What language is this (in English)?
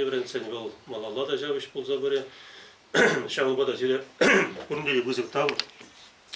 Chuvash